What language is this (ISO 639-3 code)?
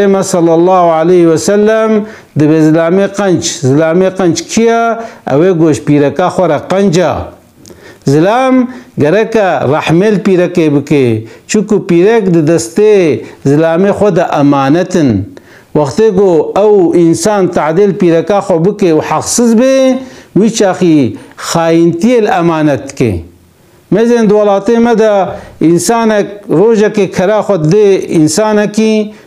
kur